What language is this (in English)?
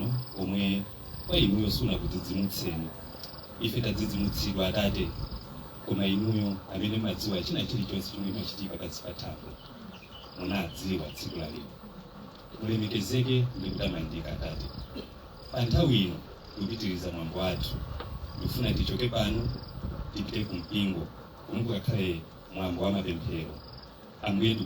Nyanja